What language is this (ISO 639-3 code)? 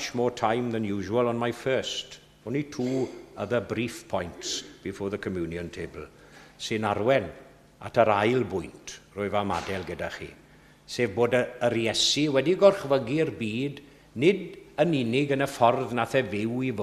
cym